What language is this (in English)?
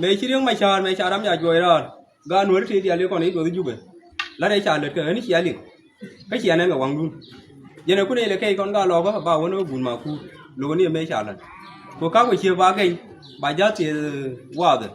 Nuer